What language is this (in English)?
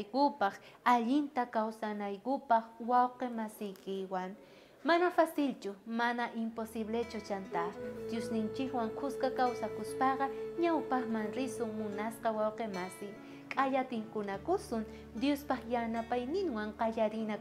South Bolivian Quechua